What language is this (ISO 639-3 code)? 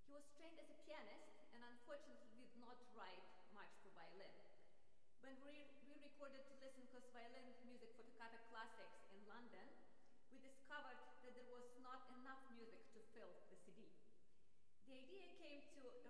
eng